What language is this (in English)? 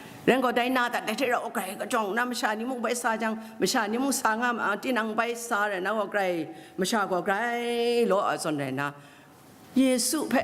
Kachin